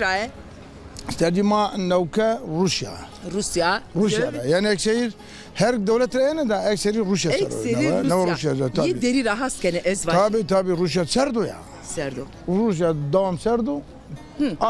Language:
Zaza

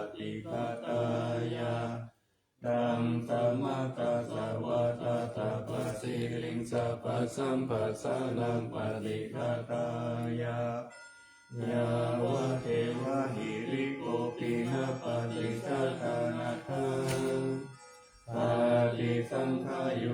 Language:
Pali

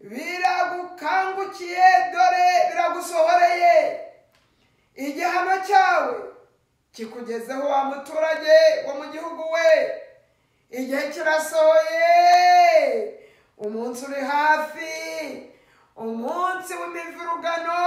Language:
Kinyarwanda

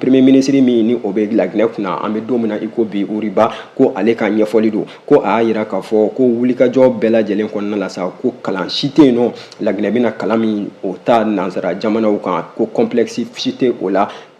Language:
Bambara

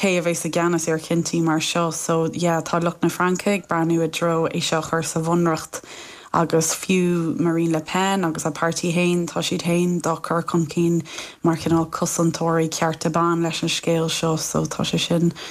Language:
Irish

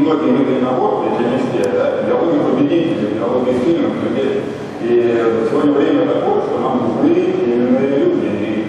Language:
Russian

